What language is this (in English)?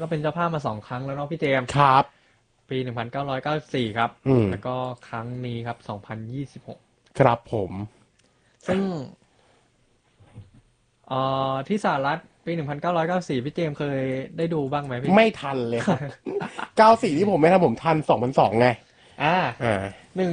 Thai